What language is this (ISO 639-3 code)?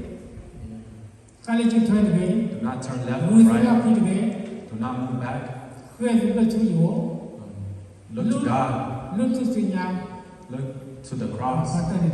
ksw